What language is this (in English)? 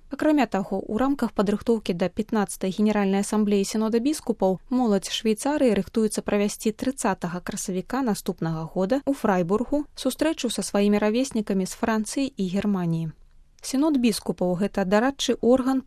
Belarusian